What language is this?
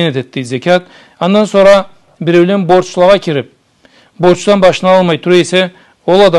Karachay-Balkar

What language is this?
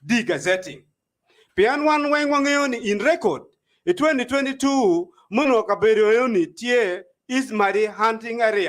Acoli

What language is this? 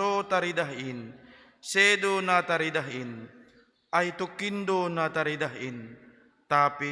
Batak Simalungun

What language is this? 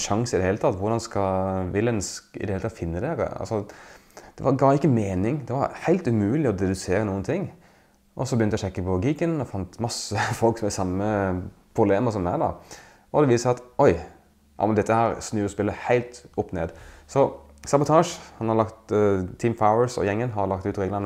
Norwegian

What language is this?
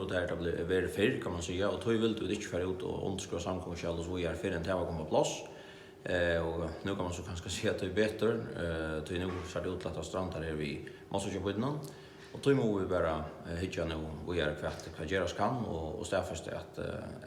Faroese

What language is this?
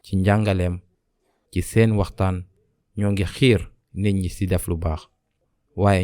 Wolof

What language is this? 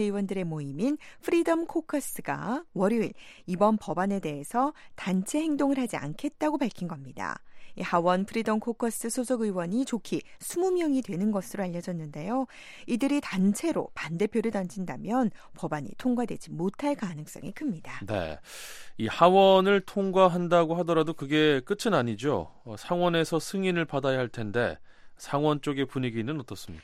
Korean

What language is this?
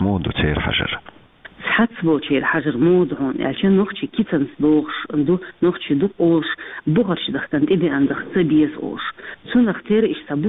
Chechen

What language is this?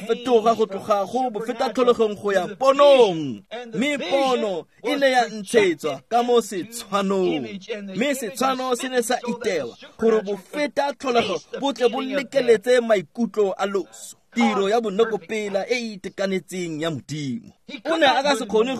Tswana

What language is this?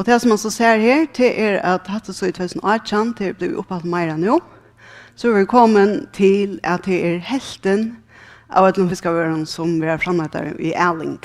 Faroese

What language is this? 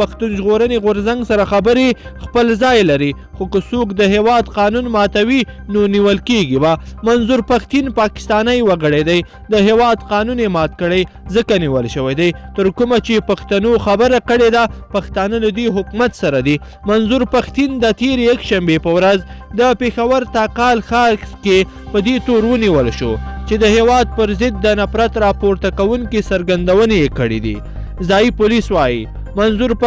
Pashto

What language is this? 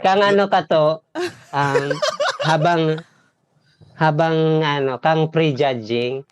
Bikol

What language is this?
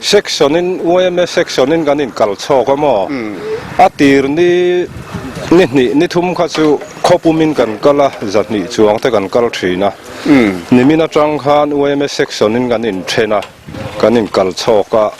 Mizo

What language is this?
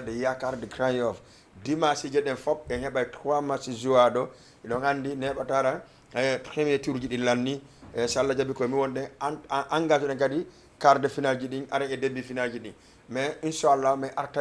Fula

